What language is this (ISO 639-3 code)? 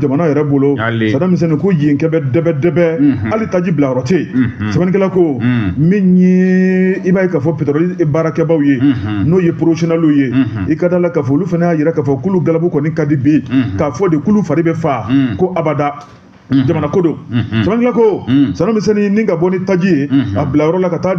bam